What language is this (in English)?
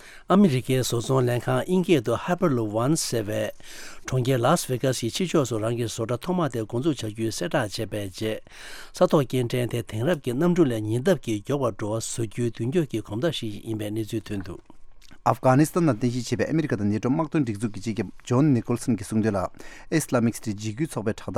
Tibetan